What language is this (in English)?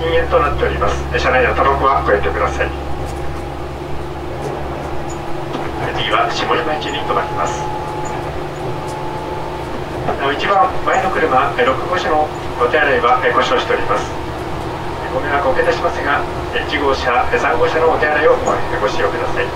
Japanese